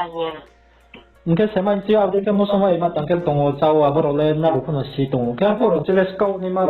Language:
Riang (India)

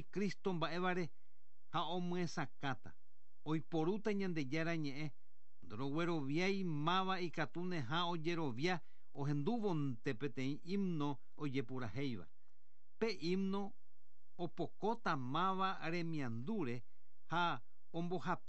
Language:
Guarani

